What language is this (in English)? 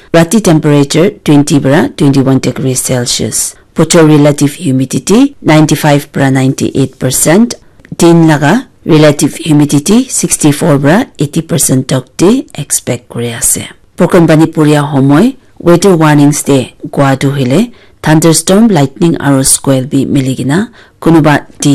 Naga Pidgin